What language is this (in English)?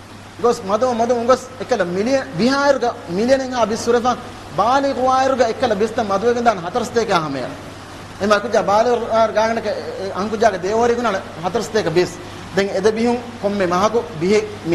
Divehi